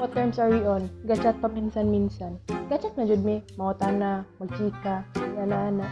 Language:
Cebuano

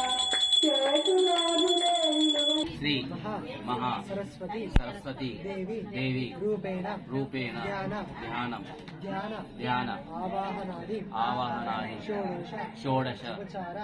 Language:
Telugu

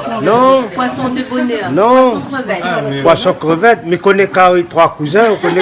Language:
Réunion Creole French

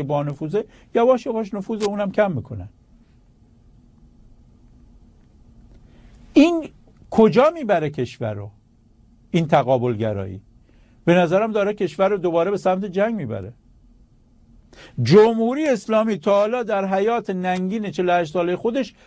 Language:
Persian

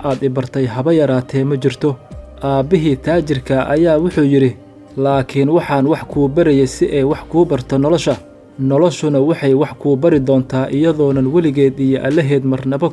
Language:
Somali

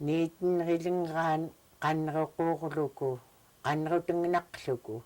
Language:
Central Yupik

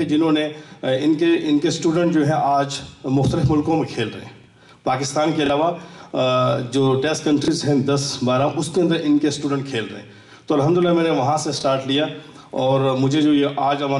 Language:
Urdu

